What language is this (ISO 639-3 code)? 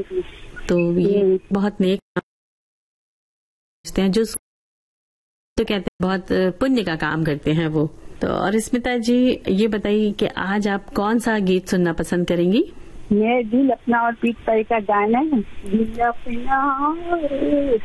hin